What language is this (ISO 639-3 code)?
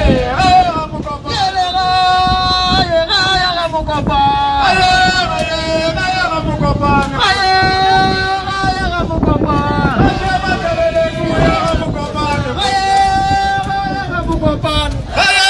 nso